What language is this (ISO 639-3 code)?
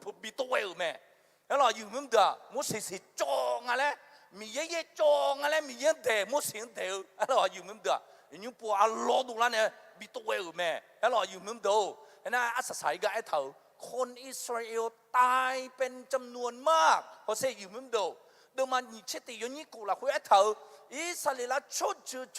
ahk